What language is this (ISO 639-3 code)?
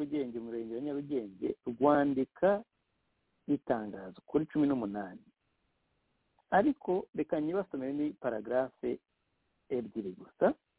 kin